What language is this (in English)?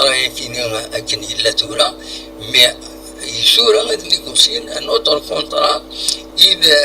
Kabyle